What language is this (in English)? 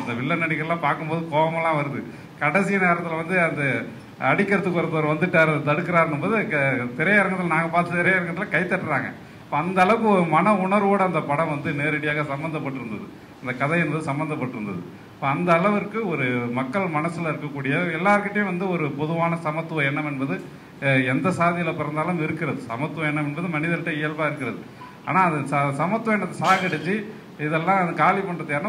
Tamil